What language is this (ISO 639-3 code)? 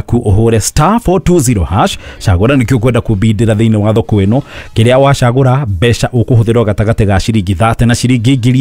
kik